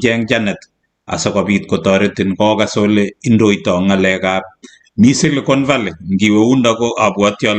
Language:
Kalenjin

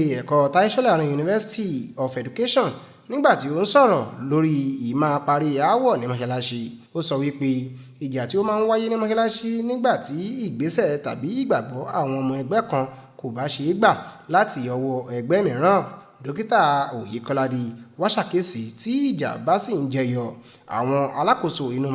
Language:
Yoruba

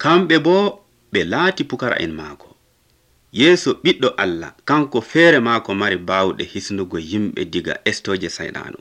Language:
Nigerian Fulfulde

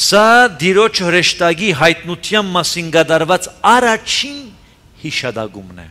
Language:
Armenian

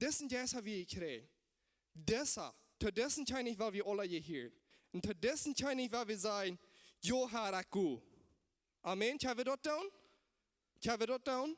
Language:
Plautdietsch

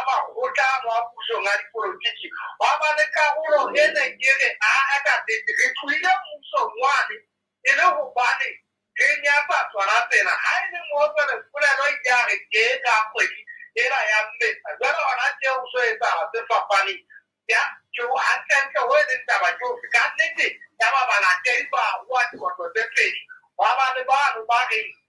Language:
Southern Sotho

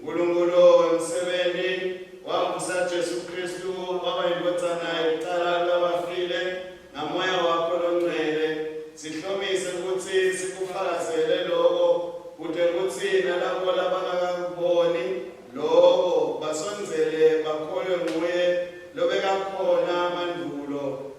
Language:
Swati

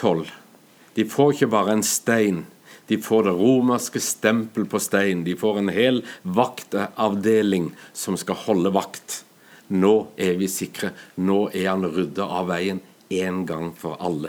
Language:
Norwegian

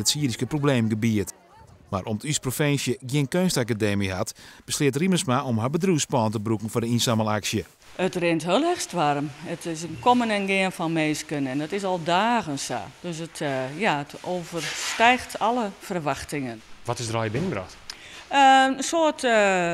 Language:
Western Frisian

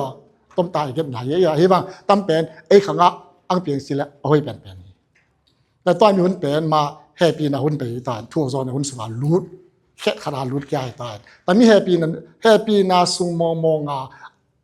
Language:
Tedim Chin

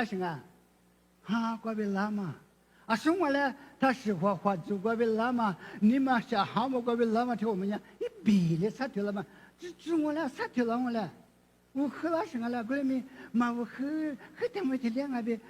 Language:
Lisu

